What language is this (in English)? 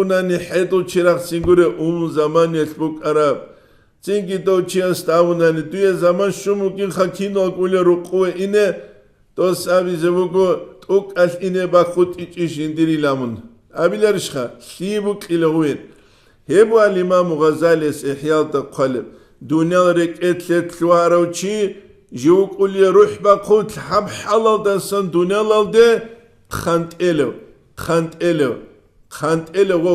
Avaric